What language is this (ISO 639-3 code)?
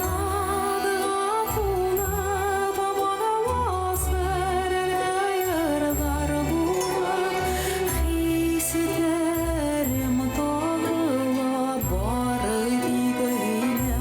bak